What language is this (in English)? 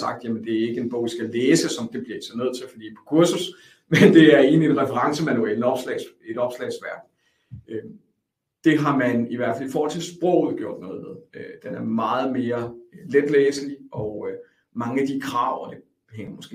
Danish